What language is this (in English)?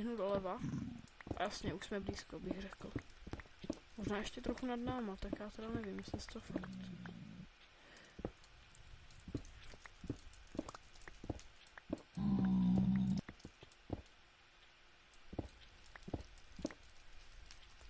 Czech